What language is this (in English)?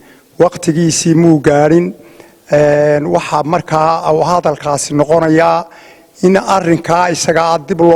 Somali